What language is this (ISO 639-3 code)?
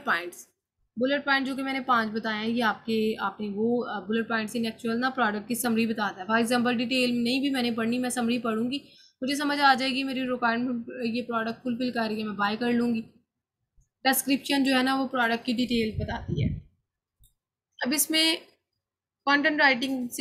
hin